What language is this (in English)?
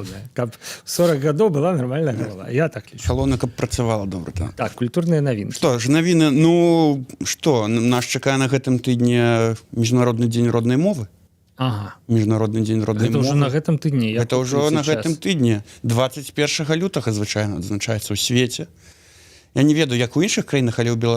Belarusian